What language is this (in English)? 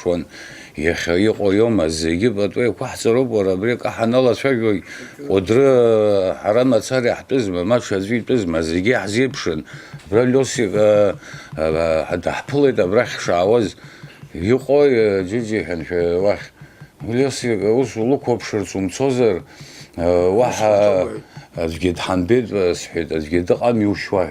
Abkhazian